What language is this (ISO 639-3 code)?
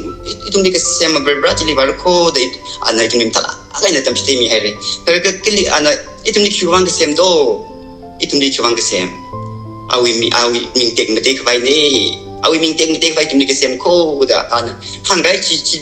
nmf